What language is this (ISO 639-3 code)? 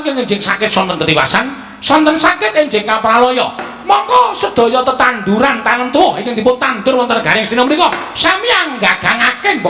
jav